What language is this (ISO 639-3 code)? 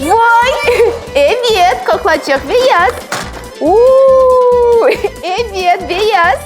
crh